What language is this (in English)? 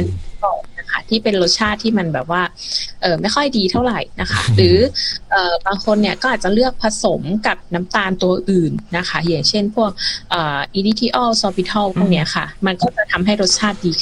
Thai